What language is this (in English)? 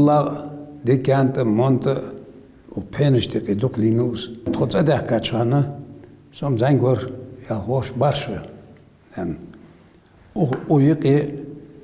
Ingush